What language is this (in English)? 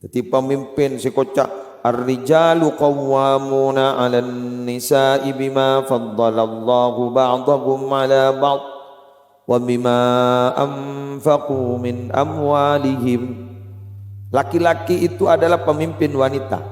Madurese